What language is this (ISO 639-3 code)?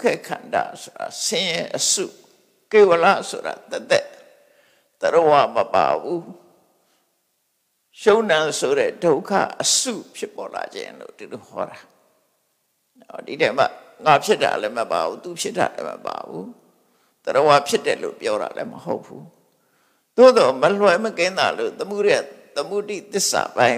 mya